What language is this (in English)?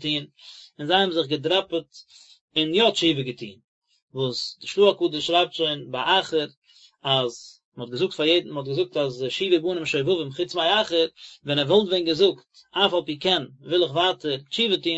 Yiddish